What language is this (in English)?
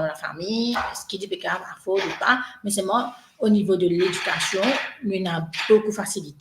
Morisyen